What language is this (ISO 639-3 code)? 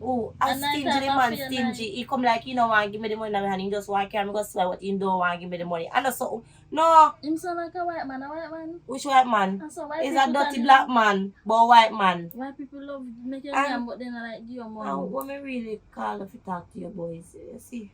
jam